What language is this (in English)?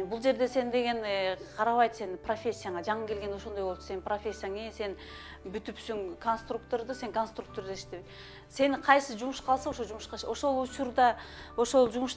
Kyrgyz